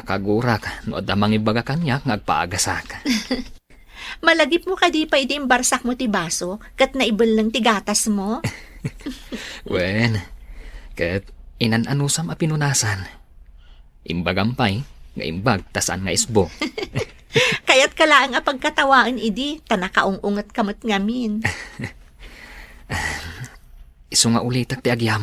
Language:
Iloko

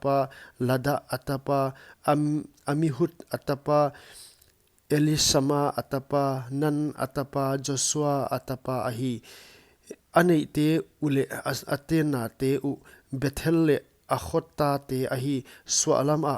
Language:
Paite Chin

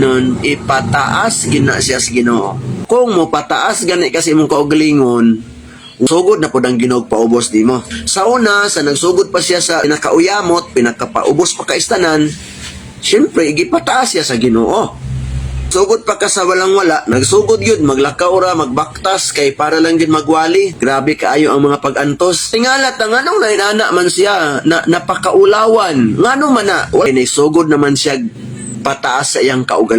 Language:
Cebuano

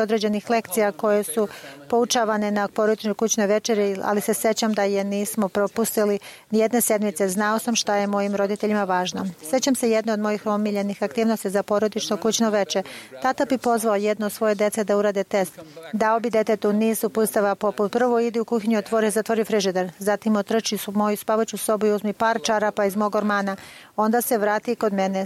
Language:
Serbian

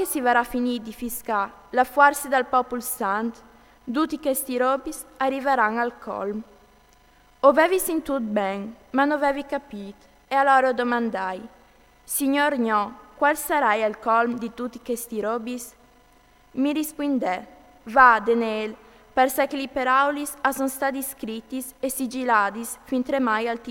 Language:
Friulian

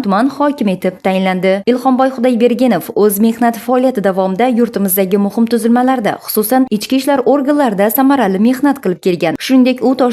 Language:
Uzbek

